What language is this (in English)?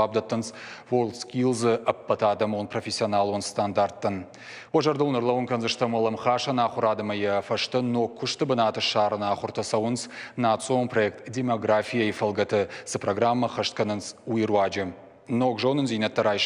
Ossetic